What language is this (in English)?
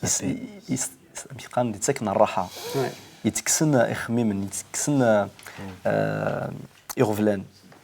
Kabyle